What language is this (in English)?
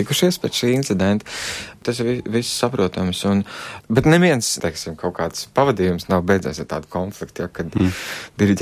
Latvian